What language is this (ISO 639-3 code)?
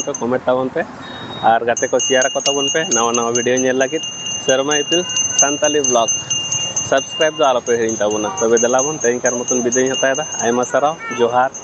sat